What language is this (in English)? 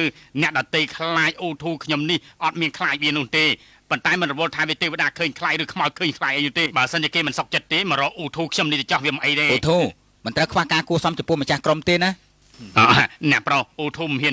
Khmer